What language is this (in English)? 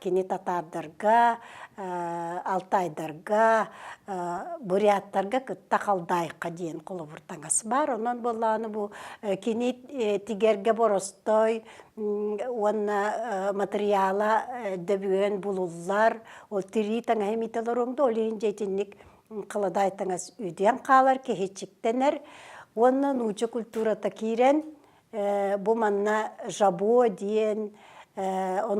Yakut